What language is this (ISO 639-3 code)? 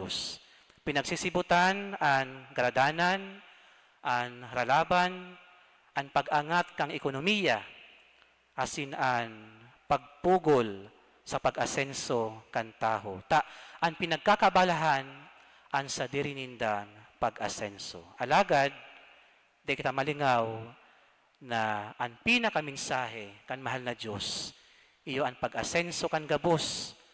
bik